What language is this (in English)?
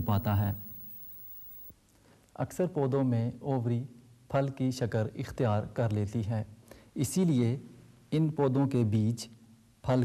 Urdu